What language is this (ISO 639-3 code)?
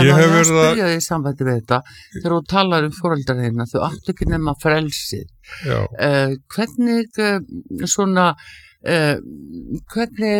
isl